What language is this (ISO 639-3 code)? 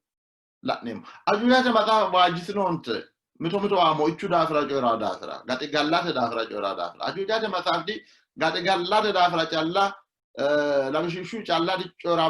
sid